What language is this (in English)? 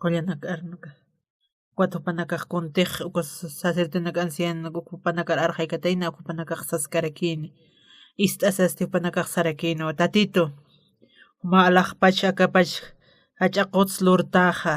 Aymara